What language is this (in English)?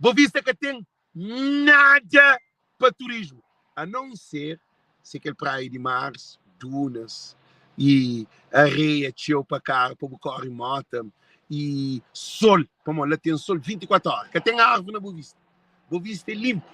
Kabuverdianu